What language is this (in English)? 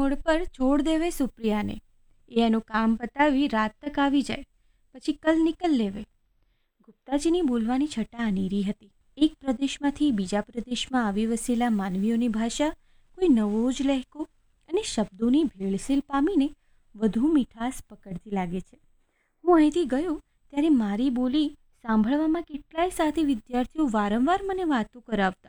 Gujarati